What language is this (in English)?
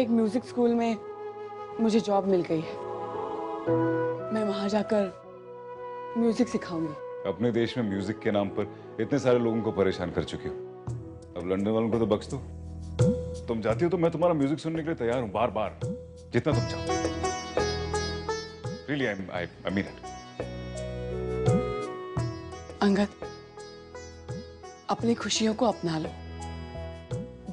Hindi